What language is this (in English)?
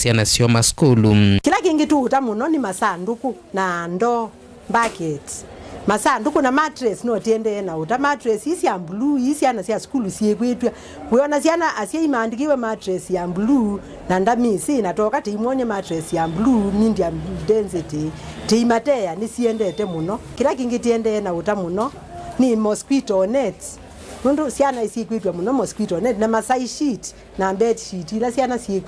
Kamba